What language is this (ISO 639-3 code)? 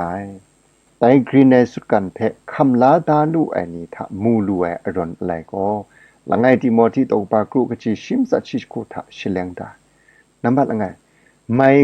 kac